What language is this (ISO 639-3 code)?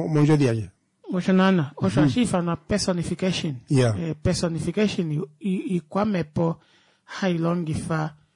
kua